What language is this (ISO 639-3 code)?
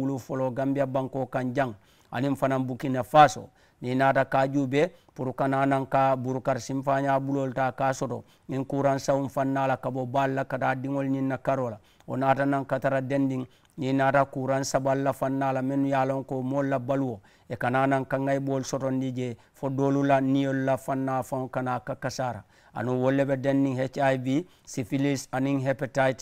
man